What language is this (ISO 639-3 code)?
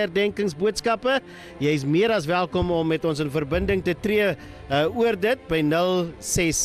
afr